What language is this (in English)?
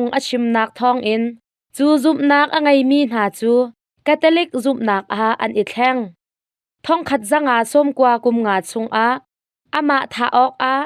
Hakha Chin